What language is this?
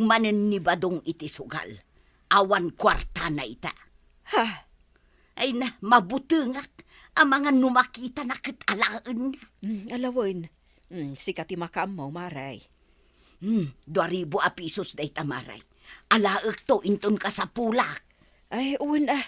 Iloko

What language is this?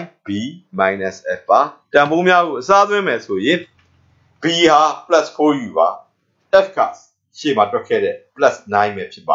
Burmese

